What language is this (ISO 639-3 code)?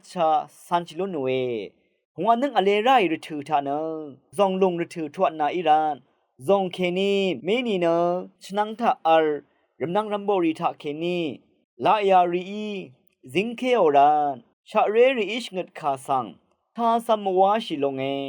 raw